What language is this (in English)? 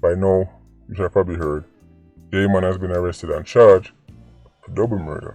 Jamaican Creole English